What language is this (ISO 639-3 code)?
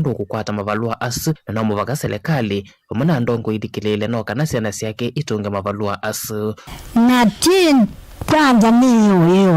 kam